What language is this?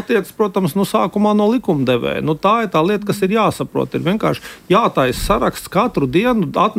Latvian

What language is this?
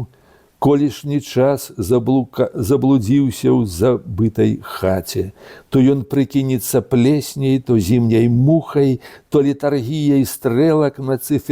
Belarusian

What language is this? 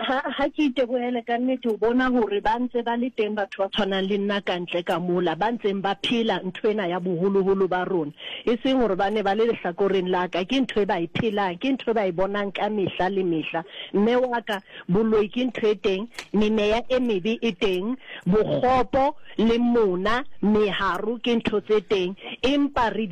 Southern Sotho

